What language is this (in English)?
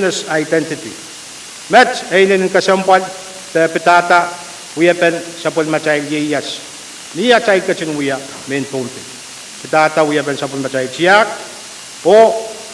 Pohnpeian